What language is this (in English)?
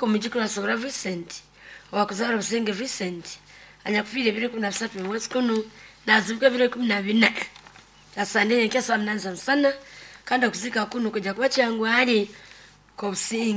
Nyoro